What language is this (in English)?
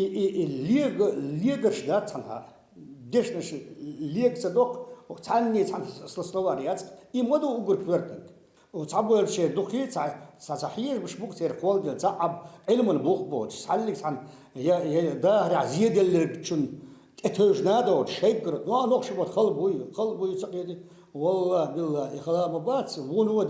Chechen